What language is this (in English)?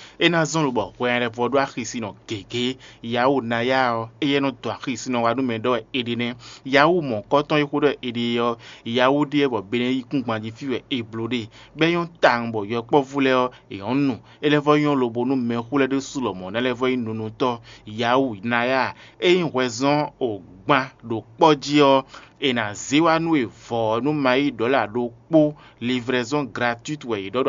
Fon